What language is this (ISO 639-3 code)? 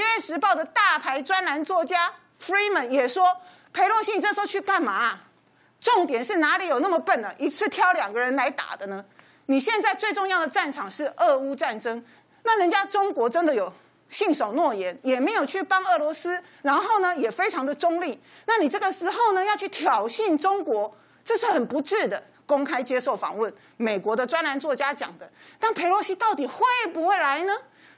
zho